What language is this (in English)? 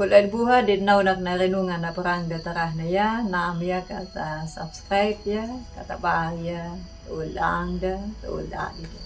Anakalangu